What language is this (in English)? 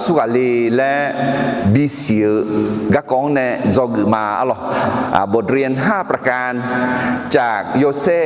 Akha